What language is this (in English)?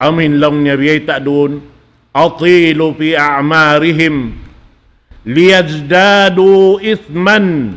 Tausug